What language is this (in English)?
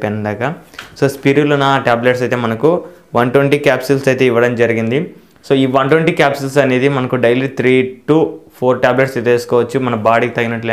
Telugu